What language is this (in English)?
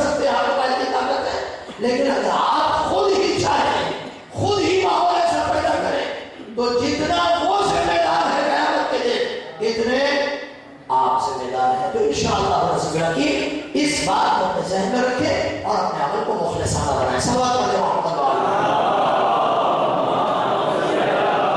Urdu